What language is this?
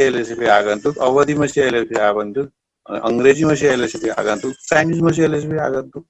Dangaura Tharu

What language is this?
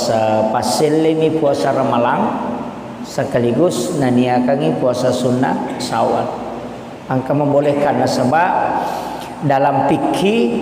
Buginese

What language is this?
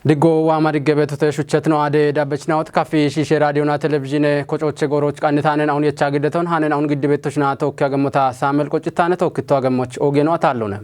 Kafa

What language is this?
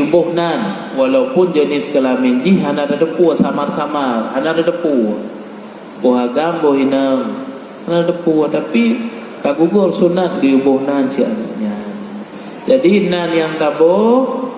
Achinese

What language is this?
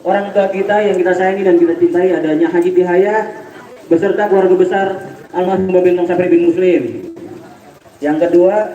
Betawi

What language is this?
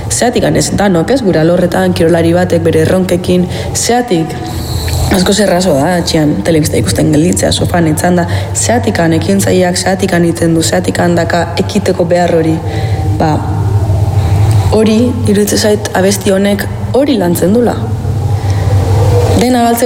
Basque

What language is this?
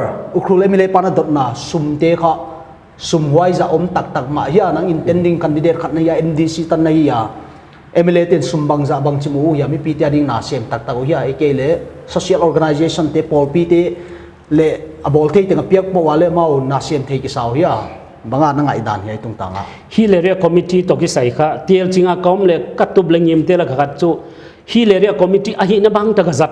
Paite Chin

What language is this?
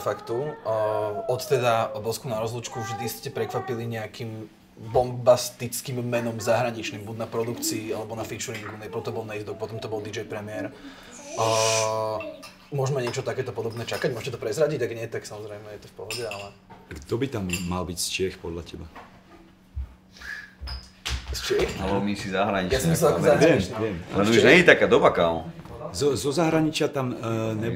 Slovak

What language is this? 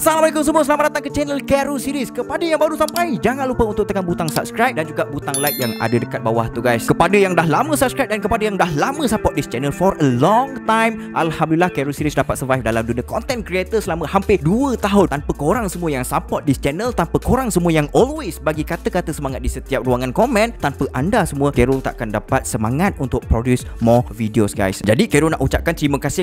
Malay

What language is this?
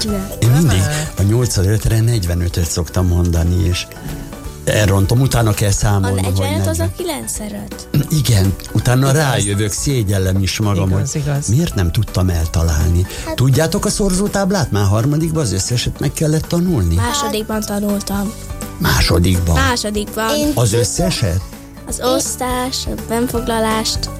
Hungarian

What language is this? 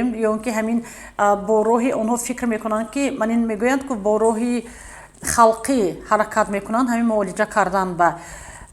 Tajik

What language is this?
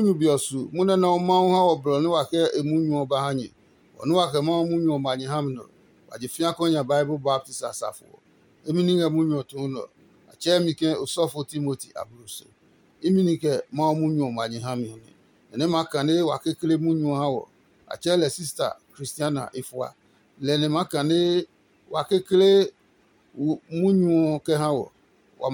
Adangme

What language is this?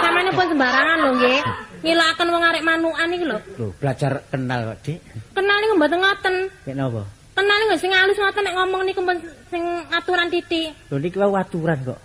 Javanese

